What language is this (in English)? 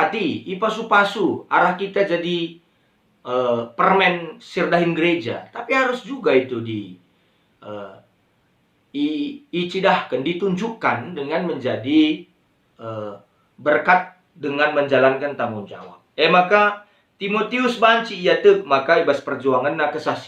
Batak Karo